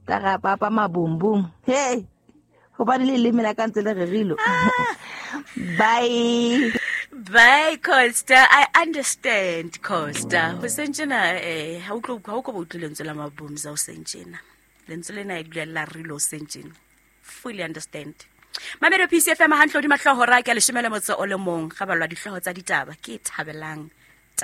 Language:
Southern Sotho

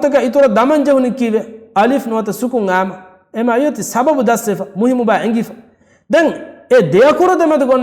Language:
Divehi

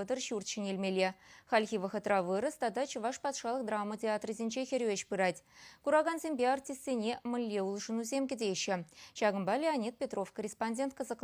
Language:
Chuvash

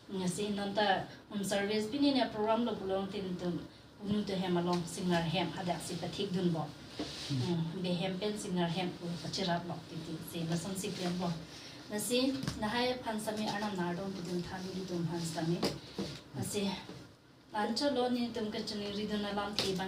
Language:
Karbi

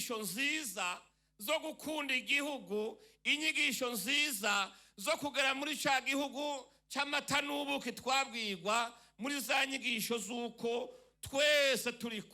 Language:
Rundi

